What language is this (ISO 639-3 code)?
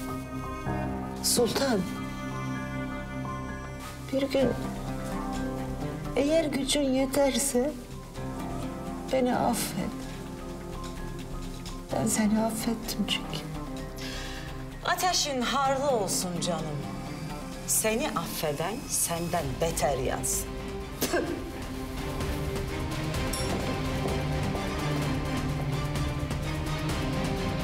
tur